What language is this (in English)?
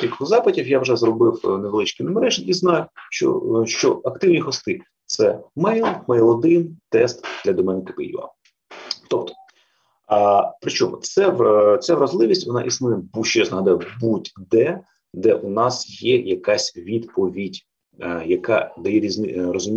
Ukrainian